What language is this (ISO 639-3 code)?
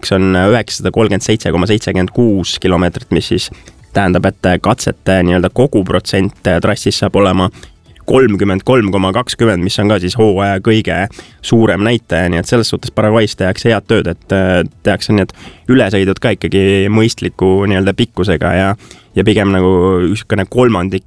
est